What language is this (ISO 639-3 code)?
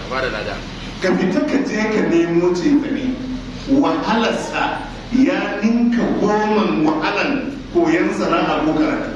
hau